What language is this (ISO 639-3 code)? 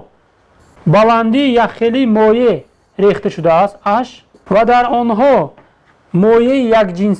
tgk